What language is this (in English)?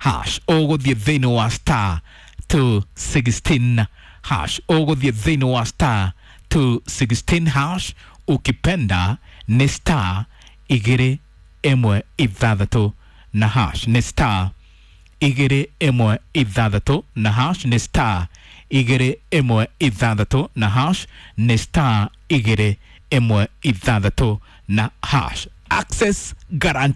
Kikuyu